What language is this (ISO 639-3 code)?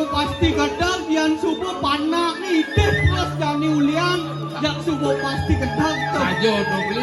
ban